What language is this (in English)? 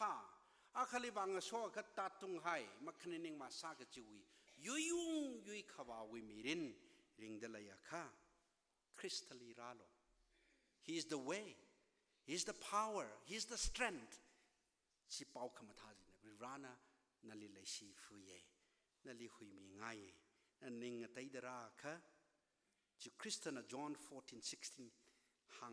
Tangkhul Naga (India)